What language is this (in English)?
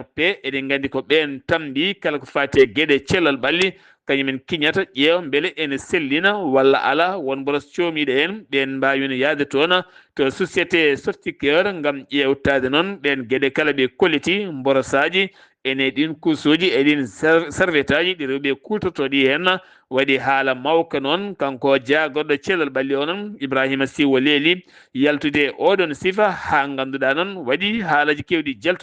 Fula